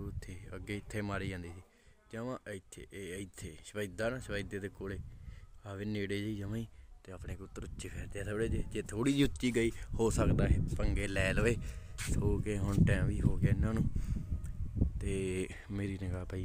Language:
Punjabi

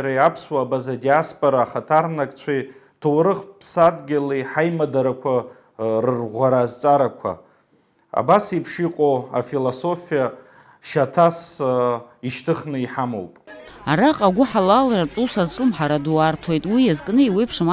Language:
Abkhazian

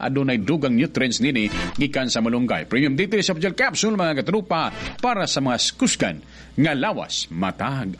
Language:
Cebuano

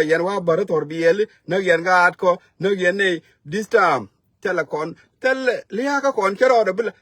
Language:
Nuer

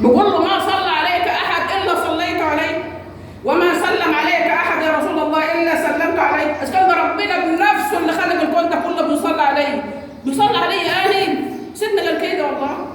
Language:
Egyptian Arabic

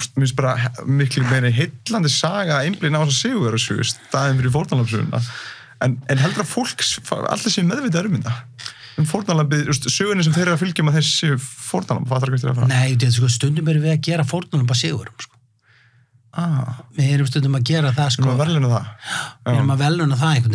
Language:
Icelandic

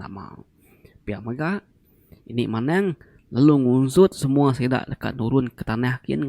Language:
Iban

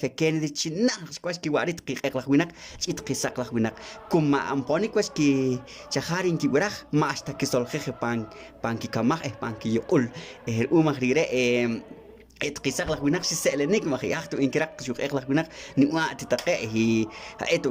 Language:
Poqomchi'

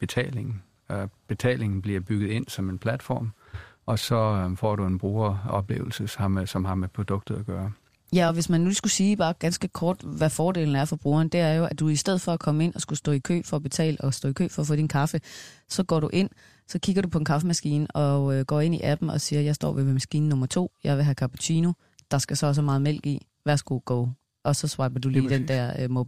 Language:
Danish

